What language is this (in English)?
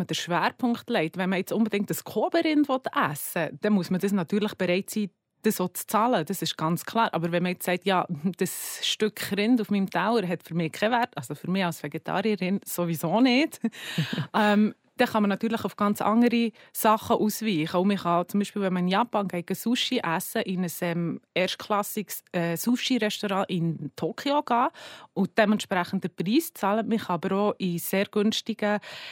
German